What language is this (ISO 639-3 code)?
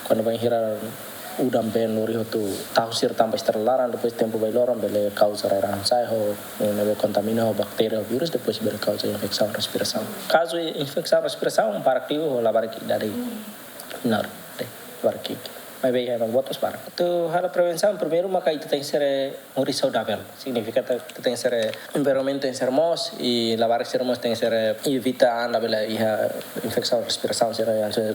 tet